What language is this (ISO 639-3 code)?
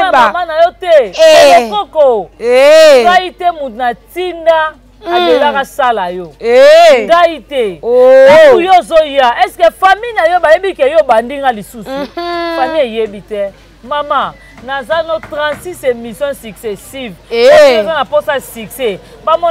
lin